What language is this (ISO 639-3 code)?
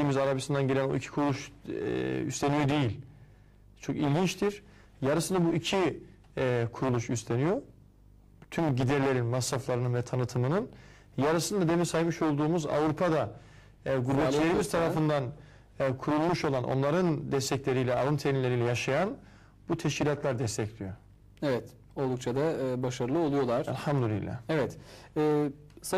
tur